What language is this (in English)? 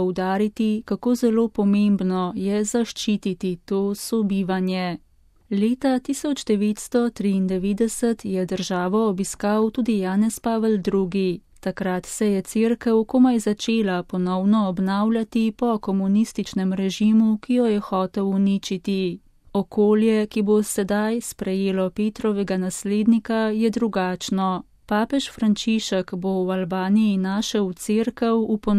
Slovenian